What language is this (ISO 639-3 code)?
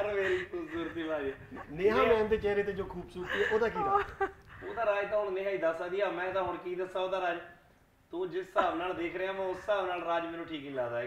pan